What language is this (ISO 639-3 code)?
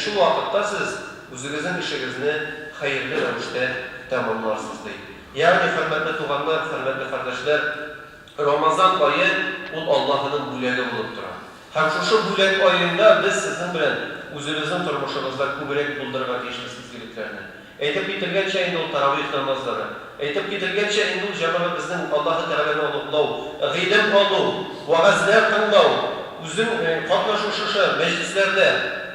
tat